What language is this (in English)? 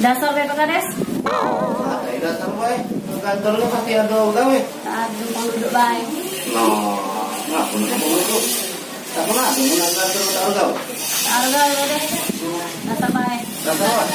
Musi